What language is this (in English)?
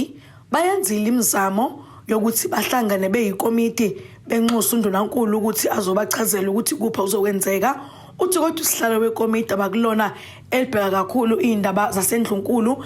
Zulu